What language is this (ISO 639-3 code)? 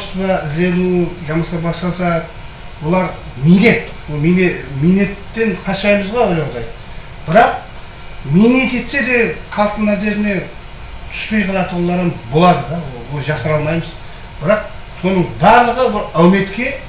kaa